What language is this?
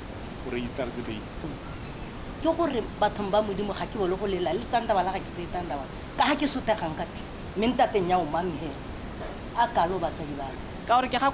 Tswana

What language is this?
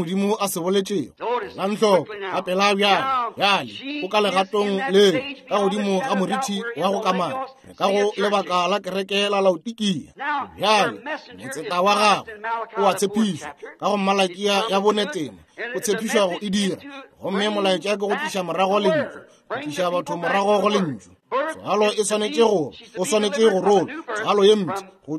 Northern Sotho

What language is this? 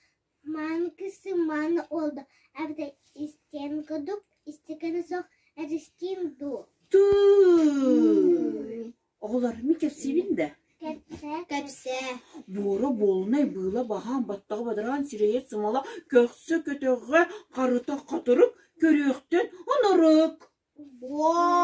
Yakut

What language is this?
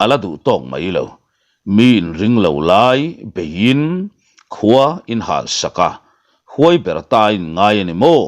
Mizo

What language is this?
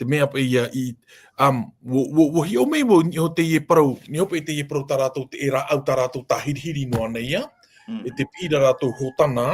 Tahitian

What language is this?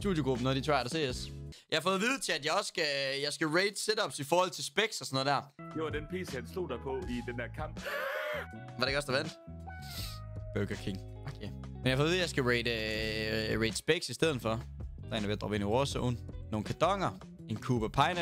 Danish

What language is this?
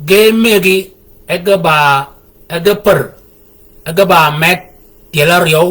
Shilluk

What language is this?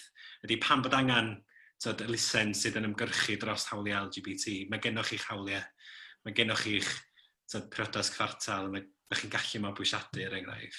Welsh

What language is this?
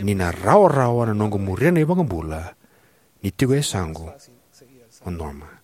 Fijian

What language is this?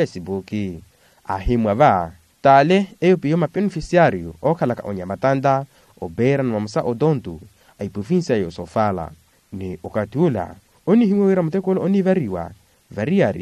Makhuwa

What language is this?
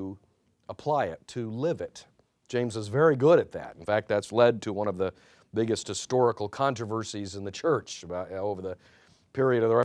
English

